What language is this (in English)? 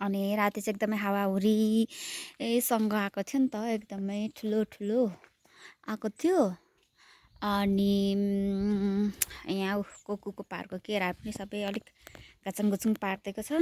Nepali